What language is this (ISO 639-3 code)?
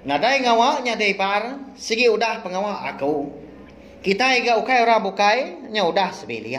iba